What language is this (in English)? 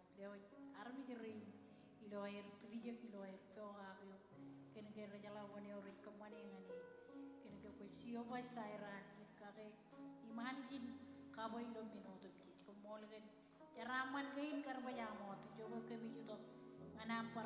Marshallese